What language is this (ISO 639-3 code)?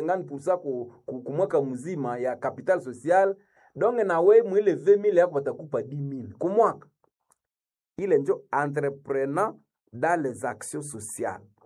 swa